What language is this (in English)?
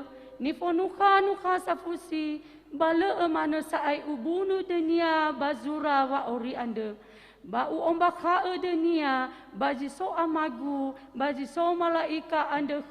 Nias